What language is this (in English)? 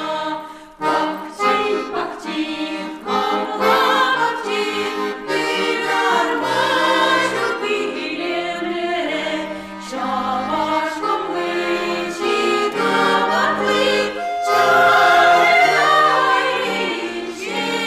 Chuvash